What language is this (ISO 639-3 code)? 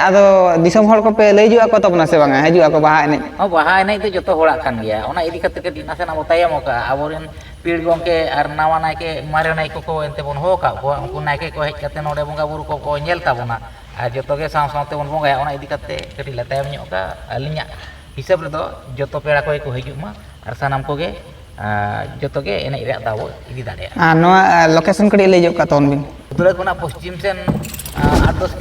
sat